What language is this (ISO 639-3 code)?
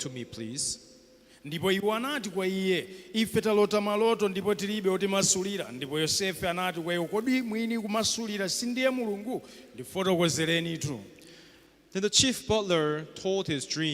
nya